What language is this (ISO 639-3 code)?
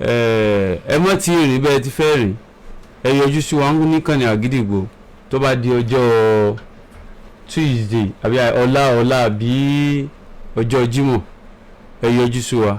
yor